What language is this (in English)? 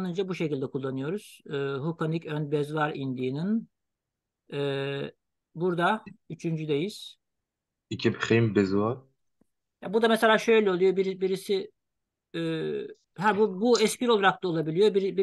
Turkish